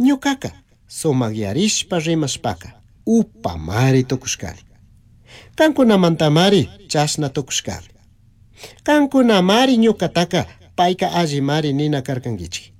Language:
Chimborazo Highland Quichua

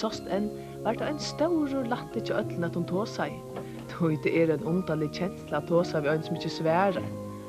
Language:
Faroese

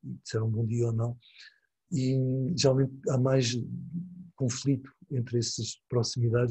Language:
Portuguese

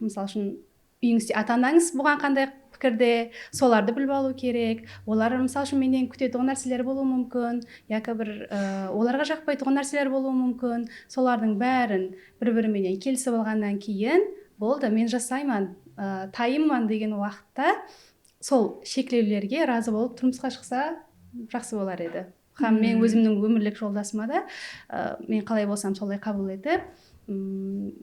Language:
Kara-Kalpak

